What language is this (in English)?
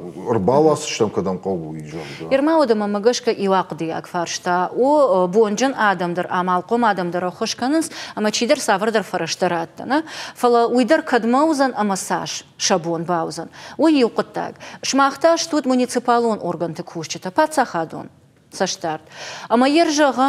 Ossetic